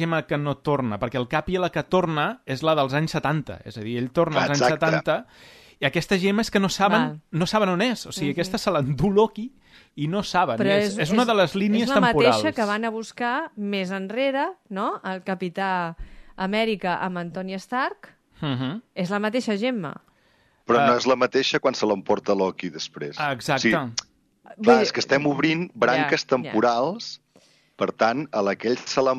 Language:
Catalan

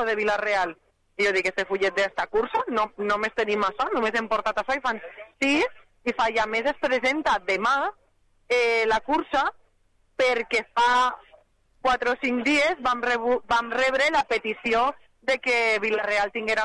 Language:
Catalan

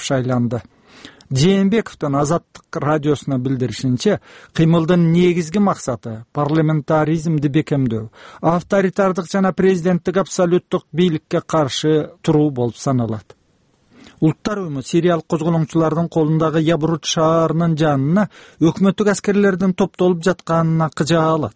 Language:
Kyrgyz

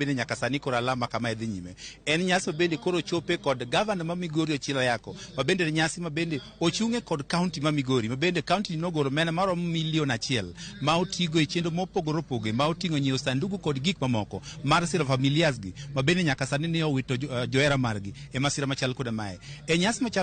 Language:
Luo (Kenya and Tanzania)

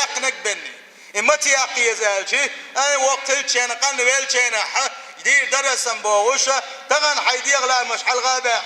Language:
Chechen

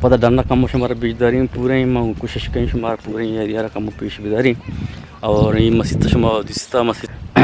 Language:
Eastern Balochi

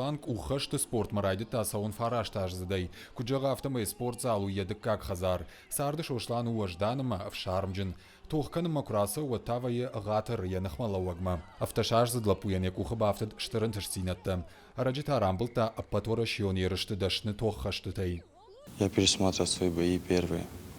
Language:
Ossetic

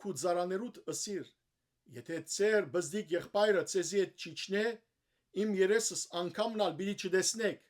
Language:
Western Armenian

